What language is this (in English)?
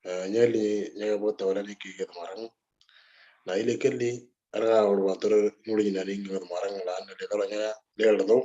Moro